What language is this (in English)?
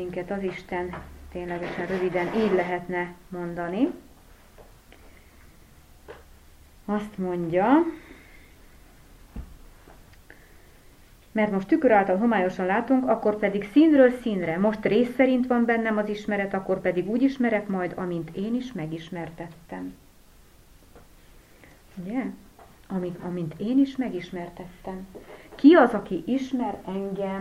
Hungarian